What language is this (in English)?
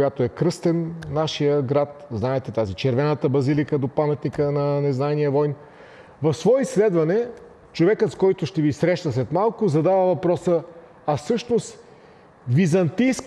Bulgarian